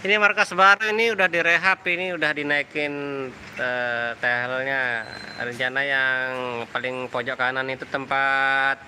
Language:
Sasak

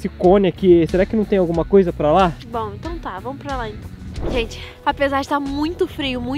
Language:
Portuguese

